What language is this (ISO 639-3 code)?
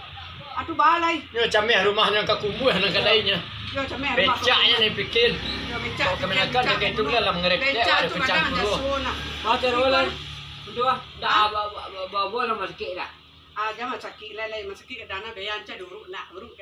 min